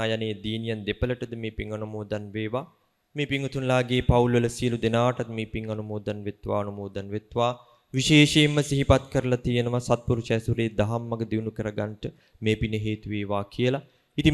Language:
Sinhala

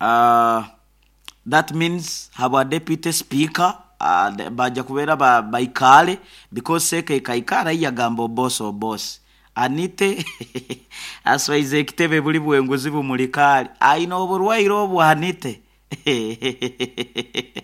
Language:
Nyoro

